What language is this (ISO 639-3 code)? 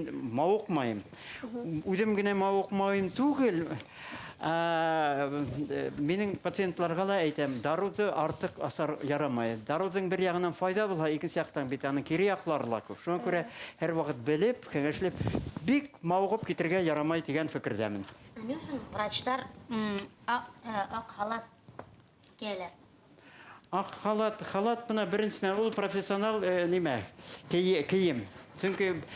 bak